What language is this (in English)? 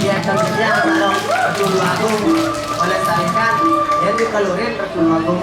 Balinese